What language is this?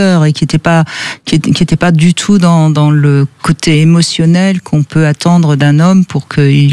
French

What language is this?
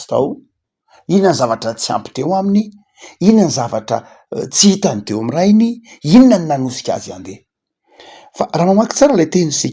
Malagasy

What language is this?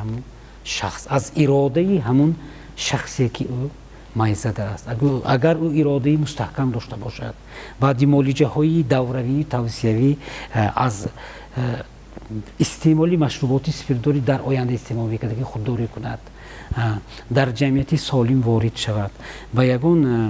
Tajik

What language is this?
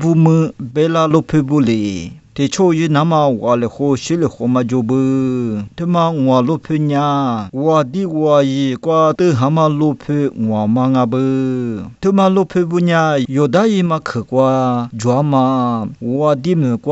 Lisu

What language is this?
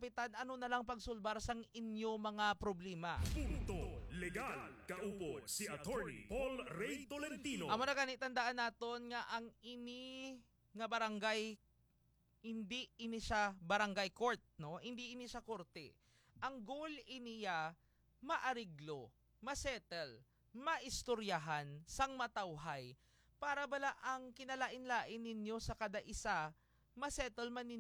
Hiligaynon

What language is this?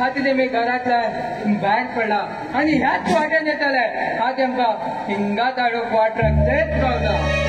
Konkani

